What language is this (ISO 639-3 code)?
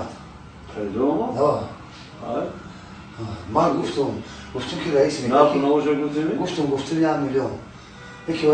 tgk